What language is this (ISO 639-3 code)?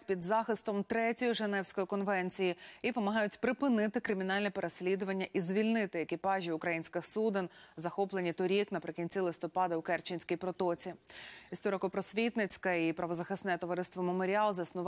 ukr